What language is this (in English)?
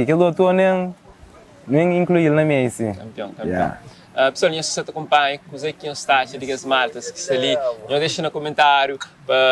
Kabuverdianu